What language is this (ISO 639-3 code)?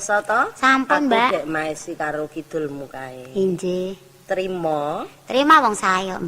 jav